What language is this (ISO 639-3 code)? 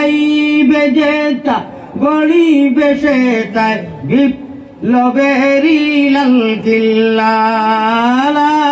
syl